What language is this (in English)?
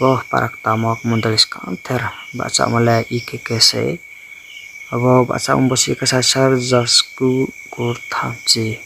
Riang (India)